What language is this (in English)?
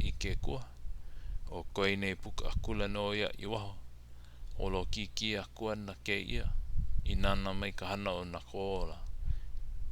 Hawaiian